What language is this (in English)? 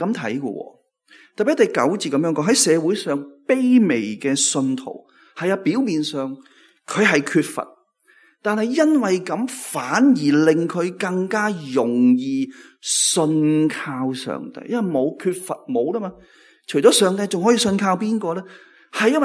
Cantonese